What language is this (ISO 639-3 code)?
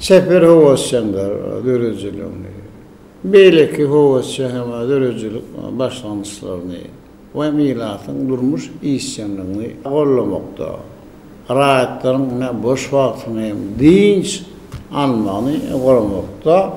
tuk